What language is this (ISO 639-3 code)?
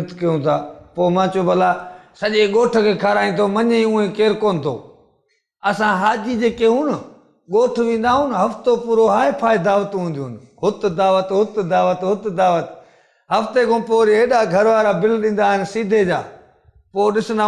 snd